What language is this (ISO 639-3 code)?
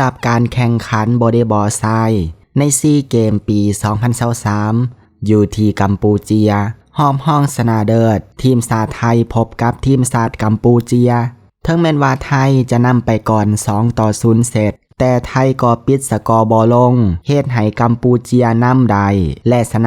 lao